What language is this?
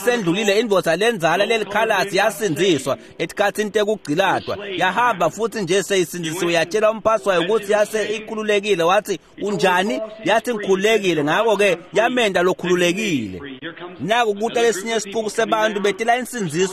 Swati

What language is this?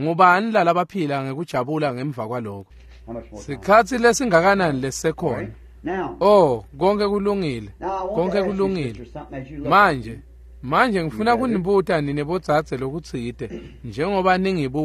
Swati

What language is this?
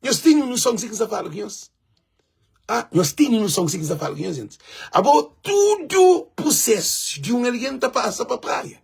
Kabuverdianu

